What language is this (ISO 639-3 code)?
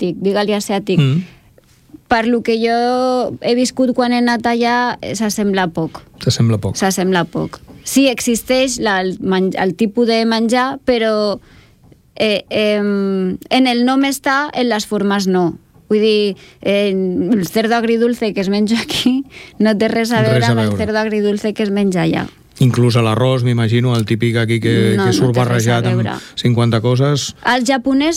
cat